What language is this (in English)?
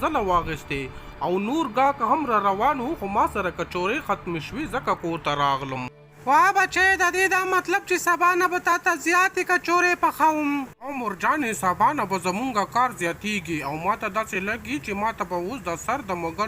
Pashto